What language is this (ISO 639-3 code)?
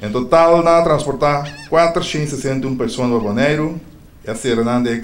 pap